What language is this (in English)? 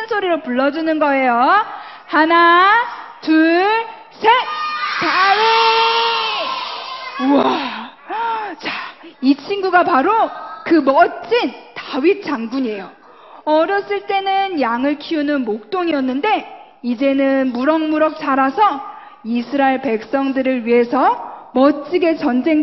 Korean